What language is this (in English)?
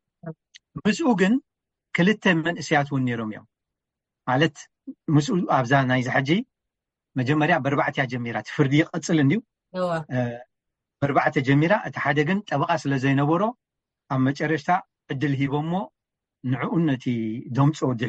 Tigrinya